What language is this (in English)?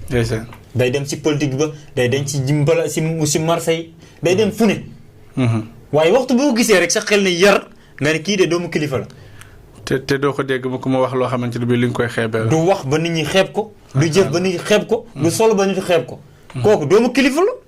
Wolof